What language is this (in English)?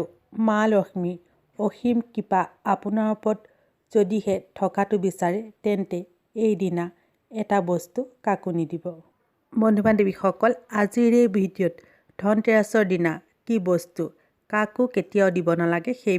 Assamese